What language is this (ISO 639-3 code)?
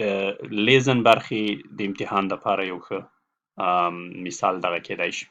pus